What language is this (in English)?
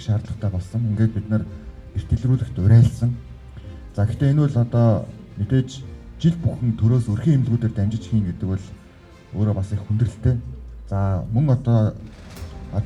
Mongolian